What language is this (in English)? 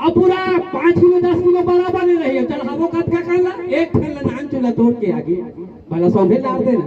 Chhattisgarhi